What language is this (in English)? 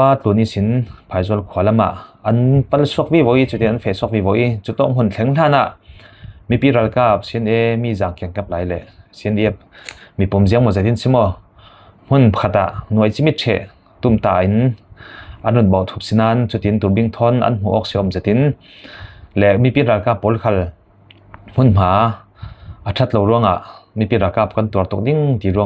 Falam Chin